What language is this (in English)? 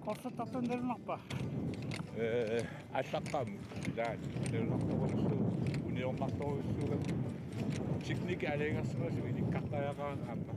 Kalaallisut